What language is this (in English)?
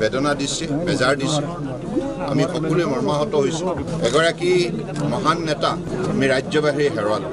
Assamese